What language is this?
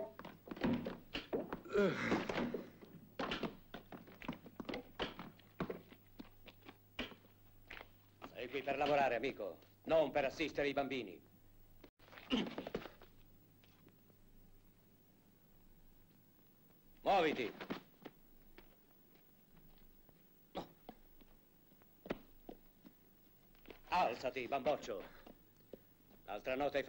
Italian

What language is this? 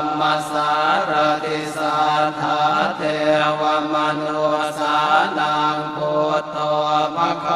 Pali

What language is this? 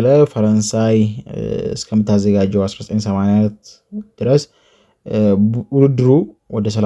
Amharic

